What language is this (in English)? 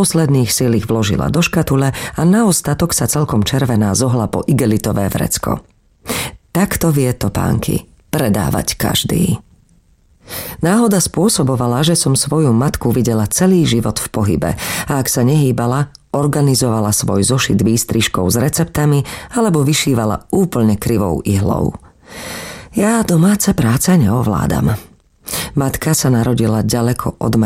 Slovak